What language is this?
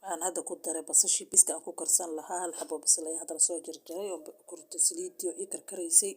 Somali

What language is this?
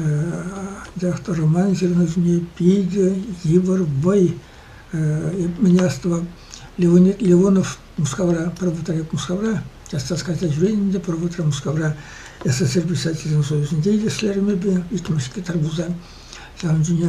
Chuvash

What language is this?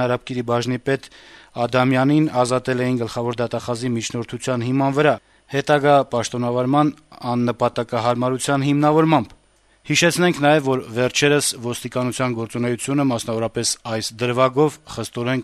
Armenian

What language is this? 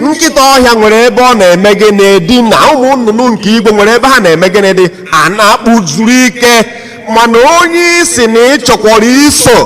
Igbo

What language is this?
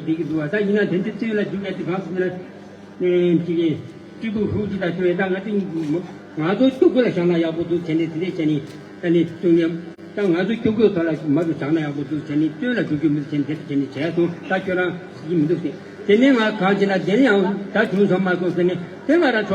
Tibetan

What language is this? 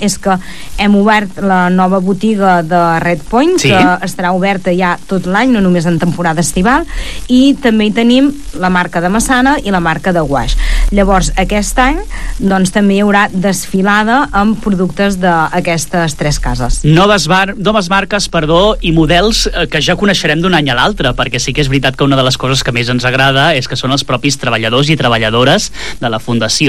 Catalan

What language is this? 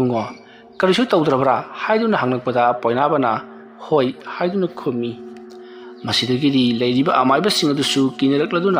Manipuri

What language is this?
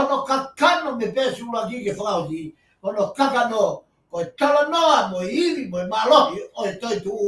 Tongan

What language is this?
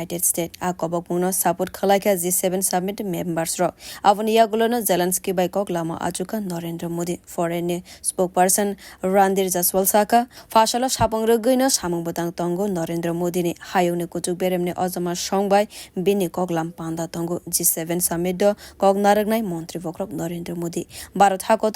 Kok Borok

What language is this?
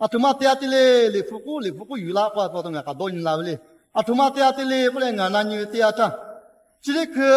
Lahu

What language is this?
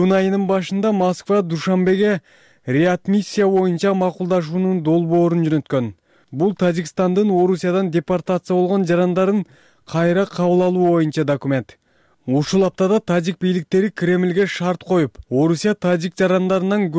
Kyrgyz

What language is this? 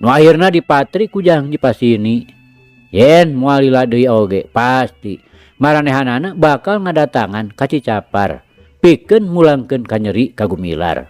Sundanese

